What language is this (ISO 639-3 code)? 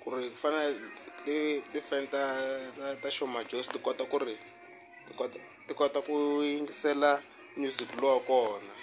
tso